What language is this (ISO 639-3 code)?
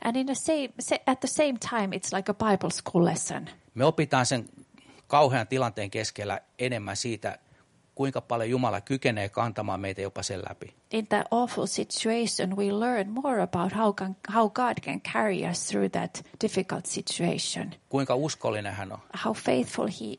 fin